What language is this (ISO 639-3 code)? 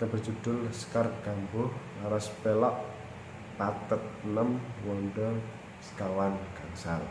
jav